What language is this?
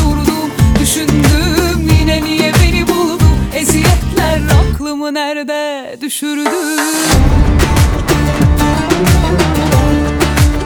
Turkish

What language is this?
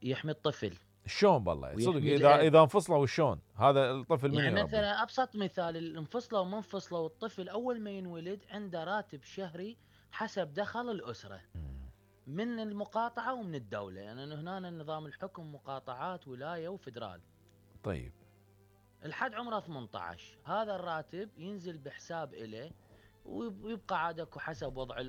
Mesopotamian Arabic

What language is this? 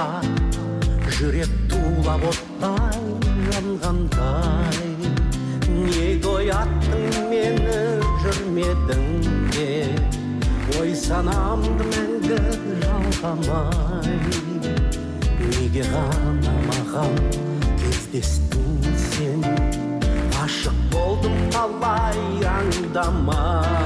Kazakh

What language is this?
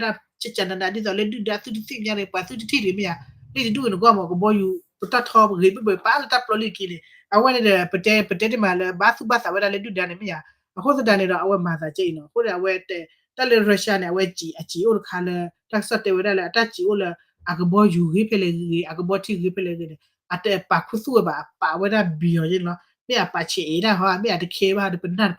S'gaw Karen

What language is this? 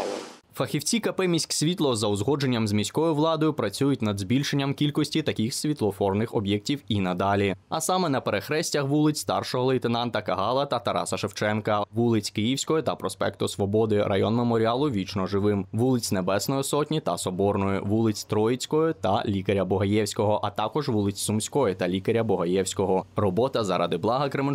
Ukrainian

